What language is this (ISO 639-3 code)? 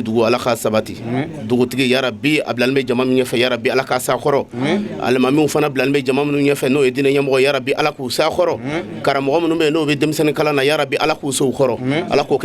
bam